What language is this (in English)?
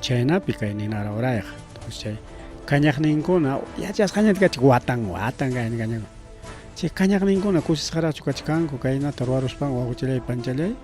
Ayacucho Quechua